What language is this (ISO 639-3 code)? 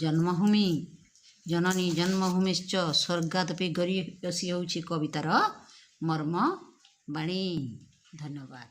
ori